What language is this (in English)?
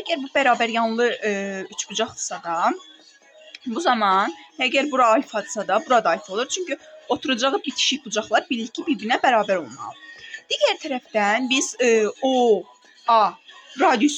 Azerbaijani